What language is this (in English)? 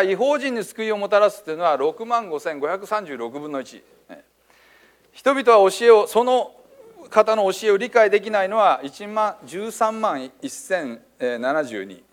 Japanese